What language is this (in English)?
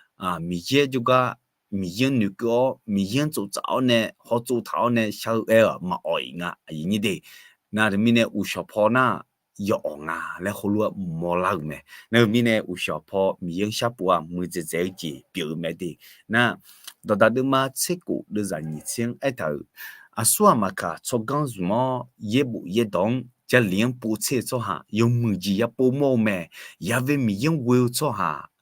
Akha